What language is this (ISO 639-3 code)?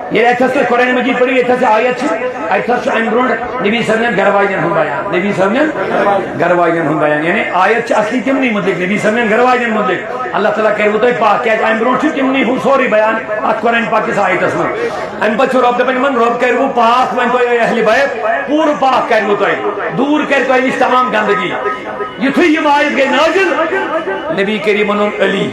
kas